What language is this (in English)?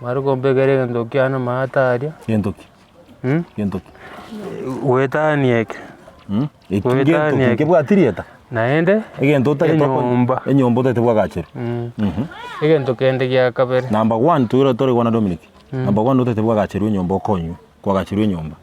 Gusii